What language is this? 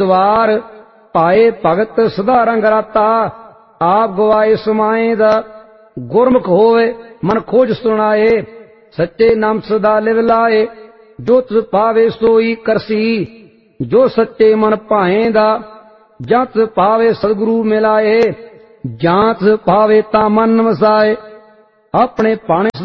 Punjabi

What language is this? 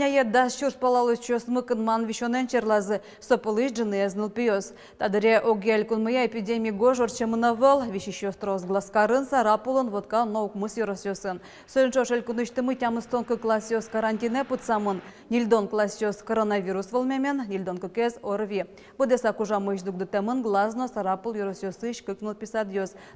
Udmurt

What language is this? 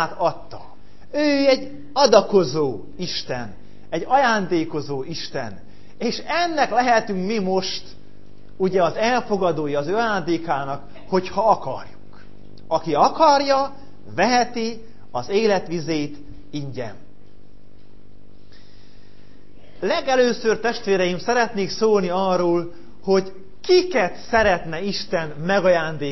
Hungarian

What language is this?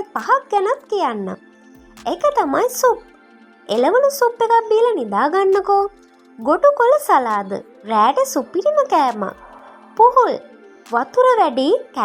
Sinhala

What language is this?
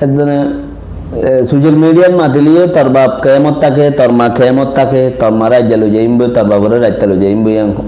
Rohingya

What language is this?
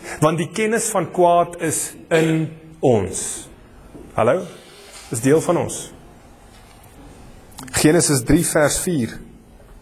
Afrikaans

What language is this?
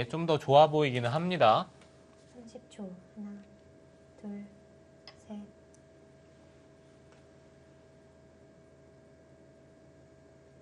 Korean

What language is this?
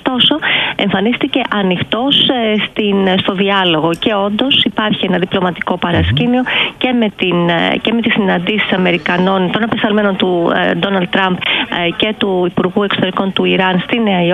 Greek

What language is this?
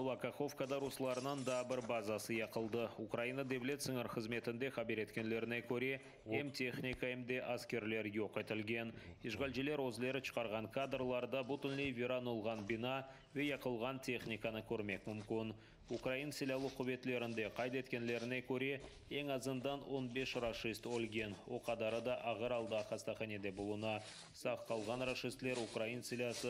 Crimean Tatar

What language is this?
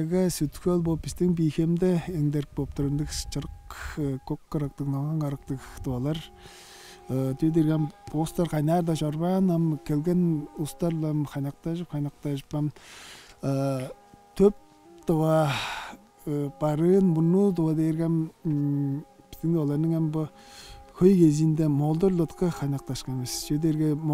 Tuvinian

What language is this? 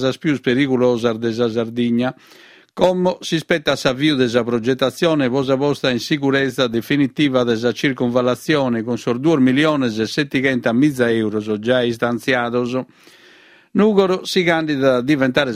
Sardinian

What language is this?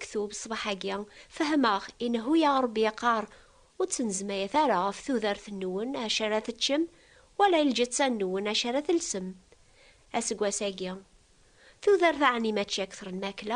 Kabyle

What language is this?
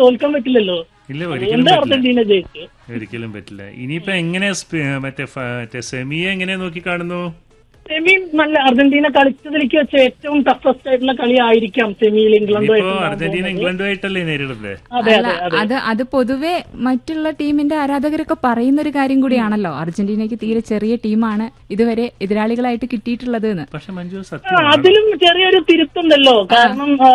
Malayalam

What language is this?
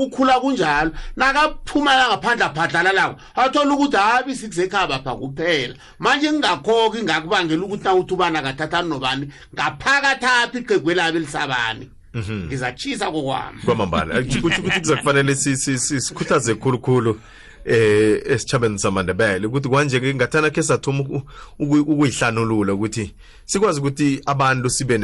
South Ndebele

